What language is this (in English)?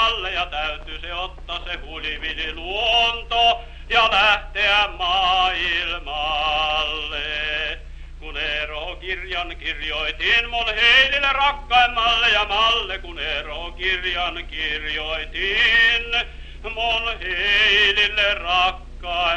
Finnish